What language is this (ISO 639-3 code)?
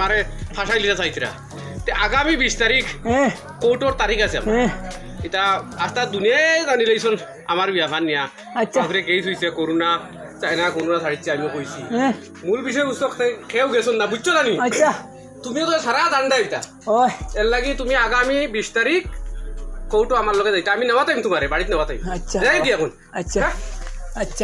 syl